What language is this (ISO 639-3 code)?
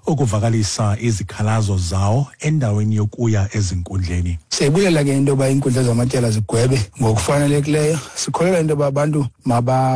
xho